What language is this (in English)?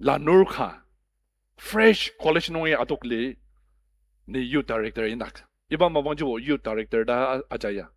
Ao Naga